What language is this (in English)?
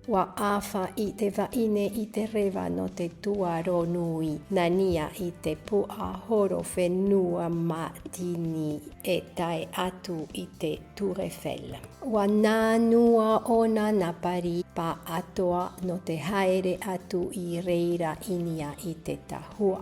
Tahitian